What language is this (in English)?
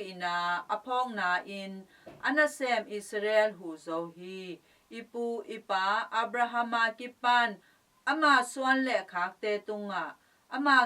Tedim Chin